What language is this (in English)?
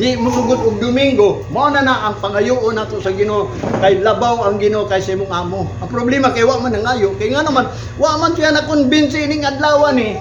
Cebuano